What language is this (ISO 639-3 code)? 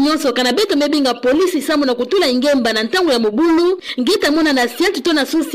ktu